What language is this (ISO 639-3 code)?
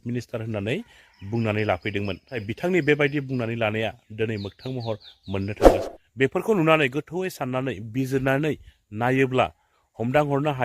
brx